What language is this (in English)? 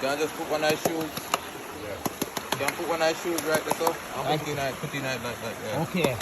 Jamaican Creole English